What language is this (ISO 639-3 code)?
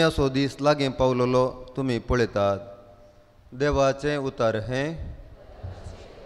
kok